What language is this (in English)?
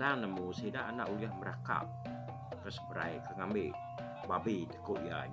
Iban